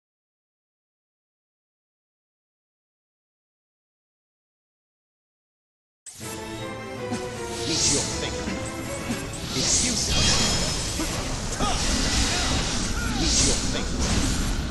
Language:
English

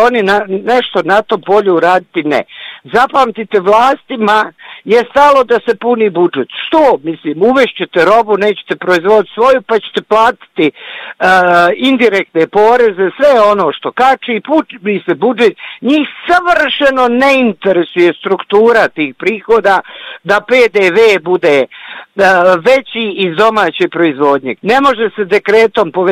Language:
Bosnian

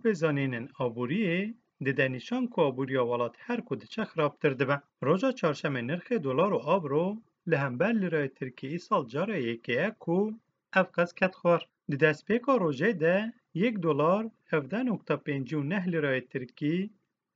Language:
Kurdish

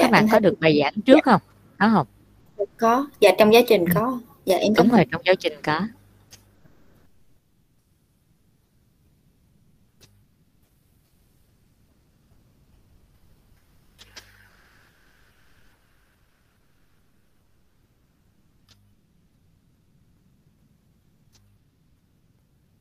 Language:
Vietnamese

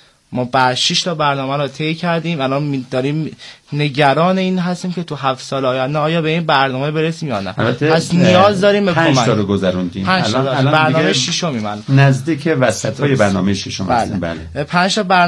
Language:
Persian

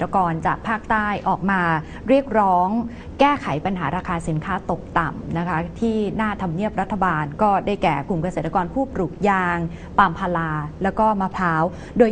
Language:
Thai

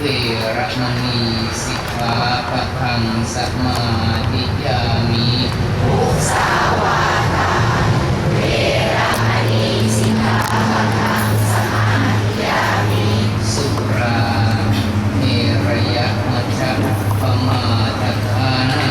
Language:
Pali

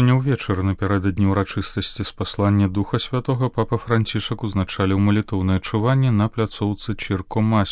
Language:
Belarusian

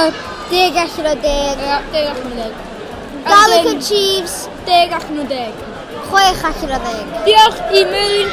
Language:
Welsh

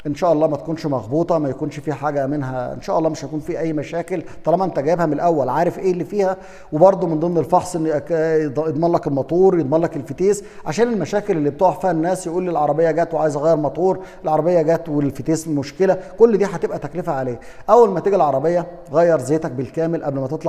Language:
Egyptian Arabic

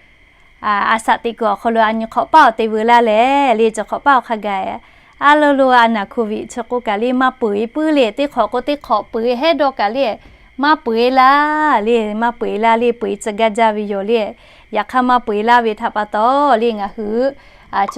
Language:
Lahu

